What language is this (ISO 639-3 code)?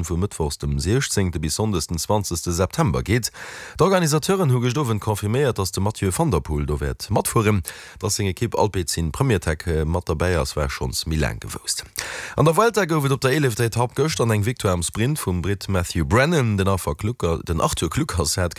ltz